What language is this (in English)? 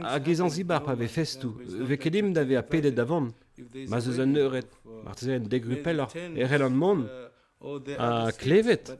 Breton